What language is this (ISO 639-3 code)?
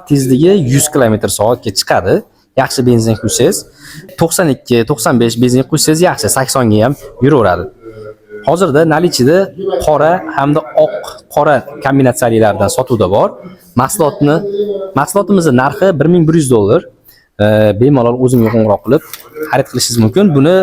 uzb